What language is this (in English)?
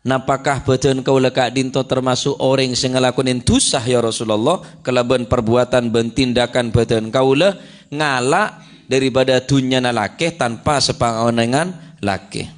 Madurese